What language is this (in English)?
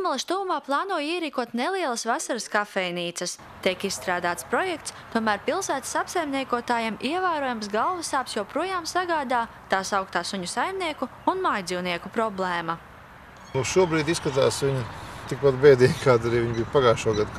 Latvian